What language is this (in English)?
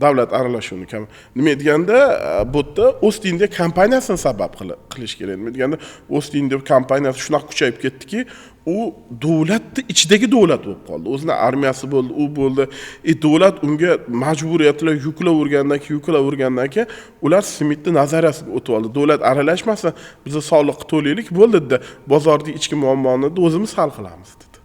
Uzbek